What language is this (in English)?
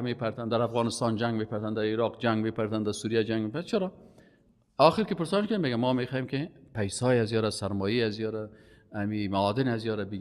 Persian